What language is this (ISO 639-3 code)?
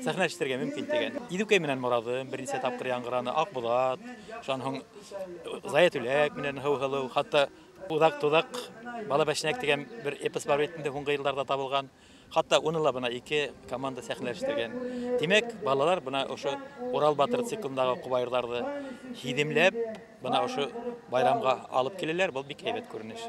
bak